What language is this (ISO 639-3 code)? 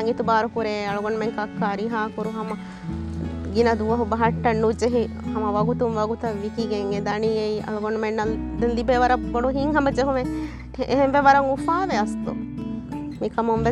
div